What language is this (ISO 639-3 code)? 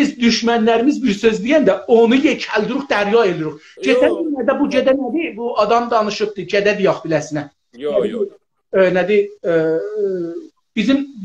azb